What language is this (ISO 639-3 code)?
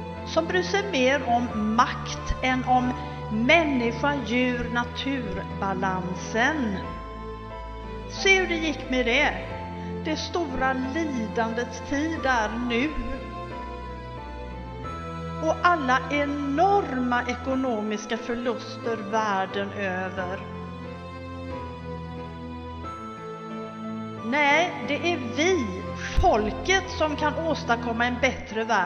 swe